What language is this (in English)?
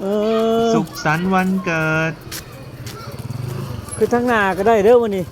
Lao